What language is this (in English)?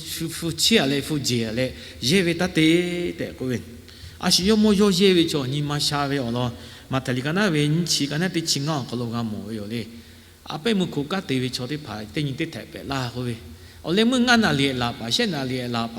Lahu